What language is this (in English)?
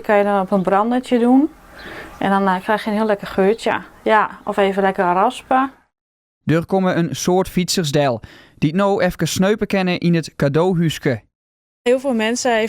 Western Frisian